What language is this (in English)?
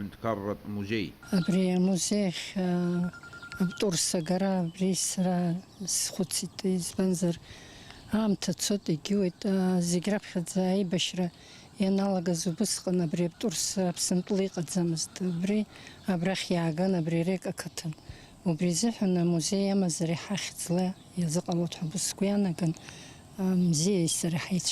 Abkhazian